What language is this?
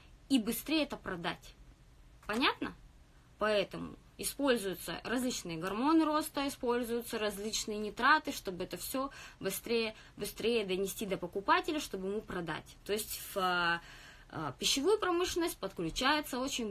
Russian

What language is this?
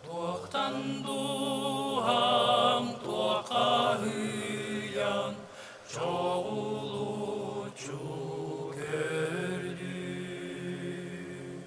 Yakut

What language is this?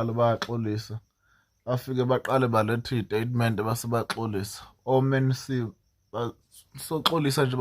Zulu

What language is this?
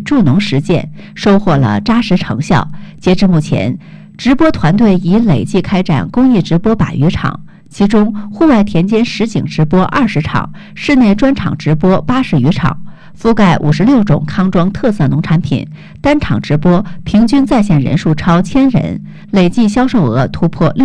Chinese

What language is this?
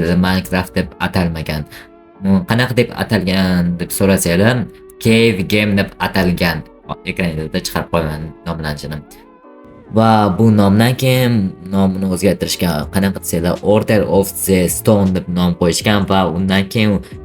Uzbek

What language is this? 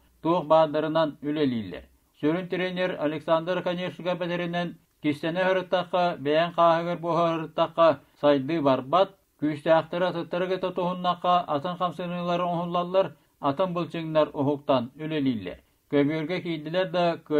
Yakut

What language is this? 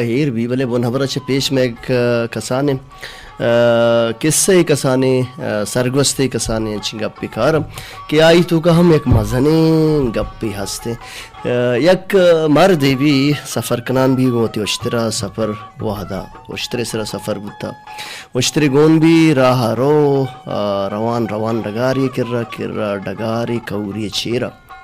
Baluchi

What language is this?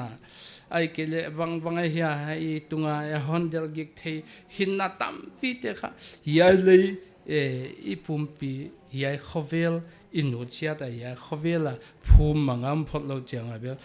Paite Chin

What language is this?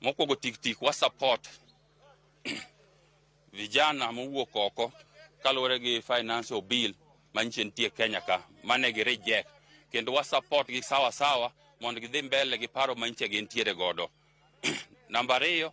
Luo (Kenya and Tanzania)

